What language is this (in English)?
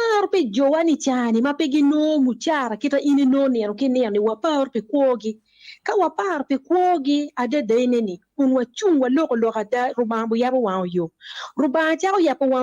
Acoli